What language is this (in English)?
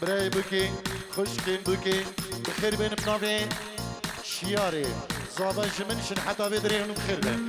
Kurdish